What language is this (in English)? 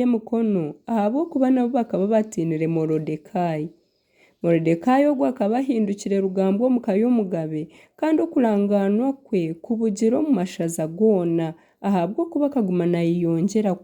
Nyankole